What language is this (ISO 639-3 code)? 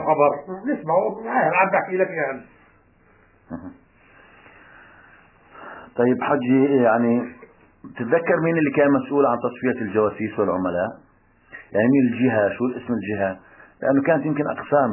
ajp